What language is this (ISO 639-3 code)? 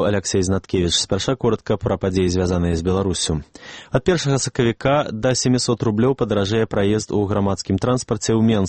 bel